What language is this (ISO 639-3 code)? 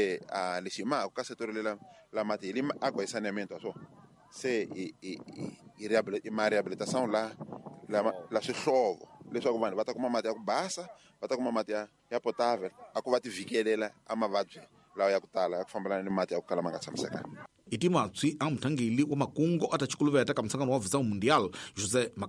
tso